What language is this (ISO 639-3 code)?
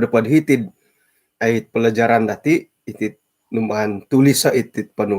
dtp